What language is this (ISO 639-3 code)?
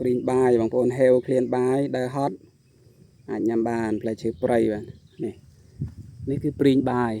khm